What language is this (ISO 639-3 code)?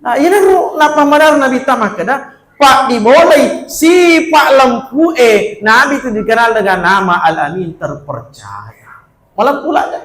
bug